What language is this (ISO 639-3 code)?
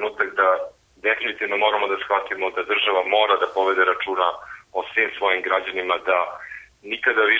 srp